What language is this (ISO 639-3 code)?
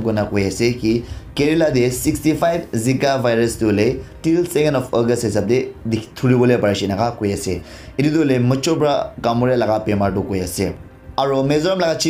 nag